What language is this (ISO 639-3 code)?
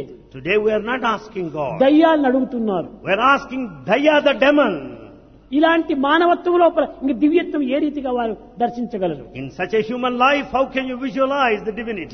tel